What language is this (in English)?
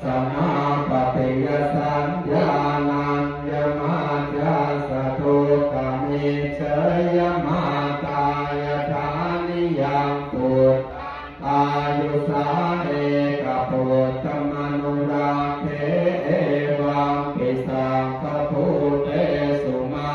Pali